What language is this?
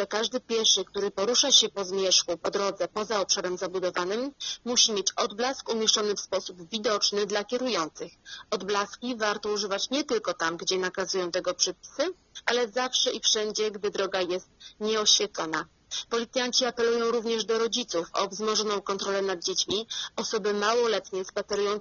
Polish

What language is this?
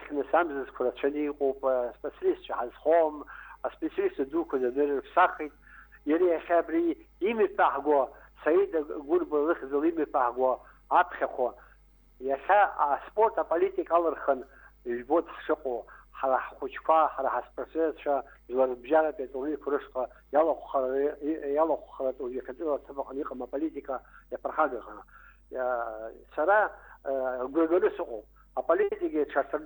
Abkhazian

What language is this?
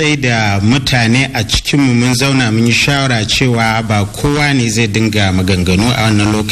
Hausa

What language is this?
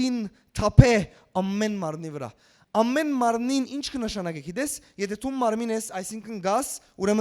Western Armenian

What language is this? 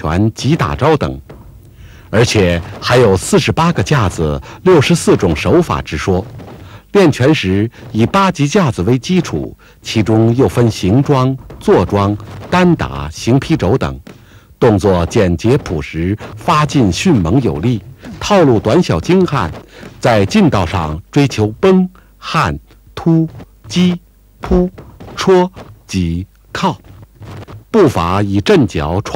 Chinese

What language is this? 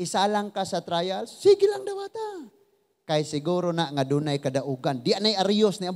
Cebuano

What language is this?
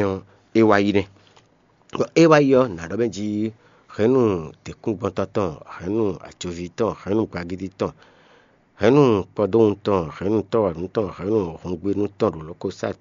Fon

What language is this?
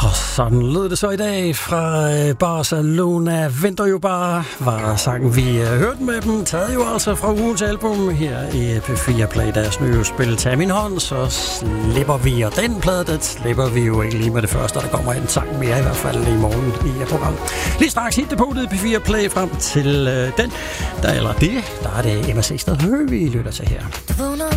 Danish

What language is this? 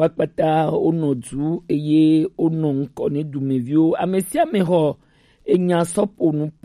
Gen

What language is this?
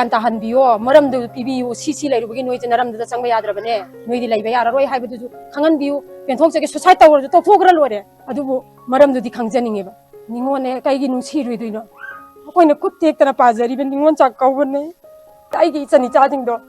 Manipuri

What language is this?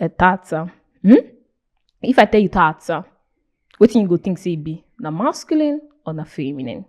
Nigerian Pidgin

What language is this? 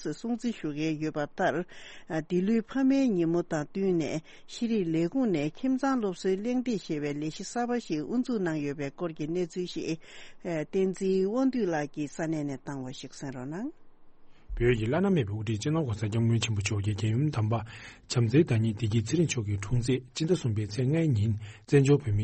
Tibetan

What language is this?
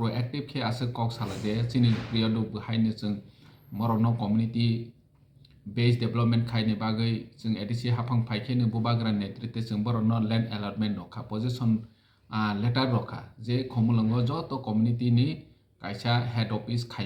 Kok Borok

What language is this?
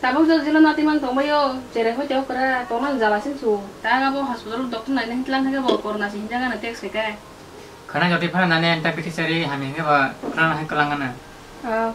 Kok Borok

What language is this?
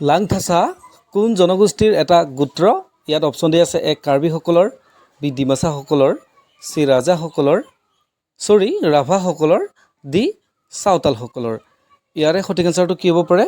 Assamese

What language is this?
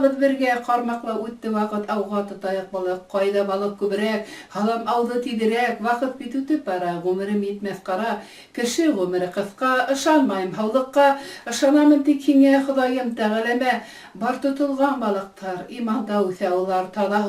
Bashkir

